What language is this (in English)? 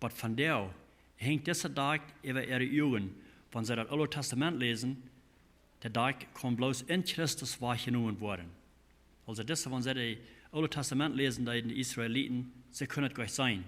Plautdietsch